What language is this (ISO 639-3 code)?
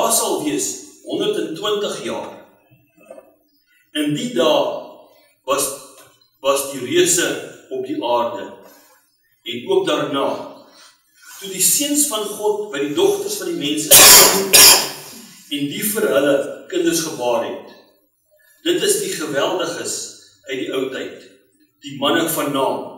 afr